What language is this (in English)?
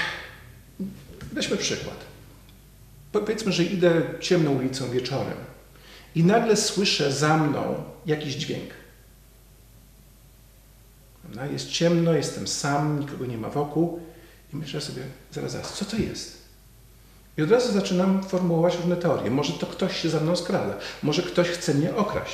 Polish